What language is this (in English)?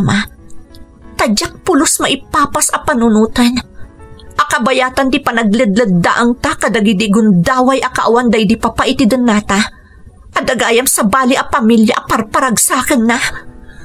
Iloko